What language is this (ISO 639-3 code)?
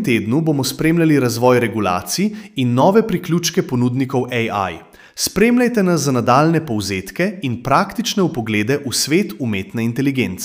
slv